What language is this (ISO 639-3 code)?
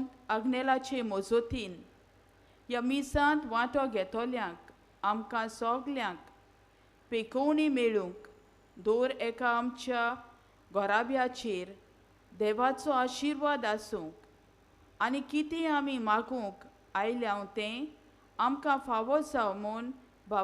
kok